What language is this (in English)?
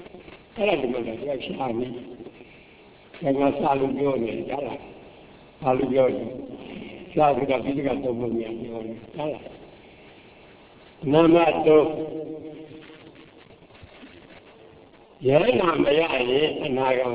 Burmese